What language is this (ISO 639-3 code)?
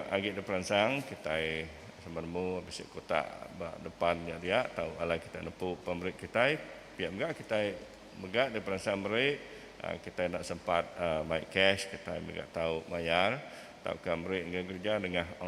iba